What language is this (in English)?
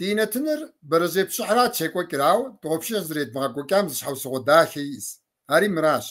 Kabardian